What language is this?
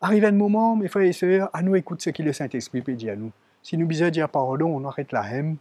Morisyen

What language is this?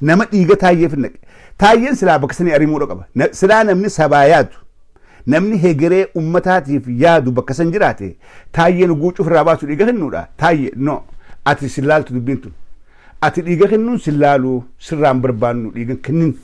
Oromo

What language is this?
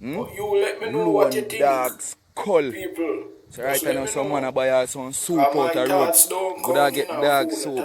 Jamaican Creole English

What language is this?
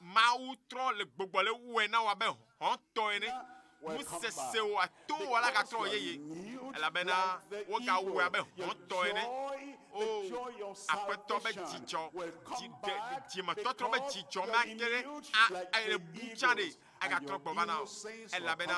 Ewe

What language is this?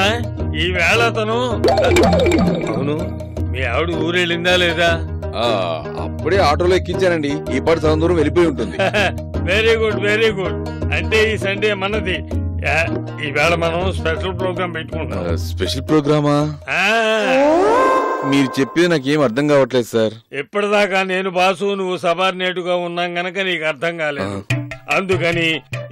Telugu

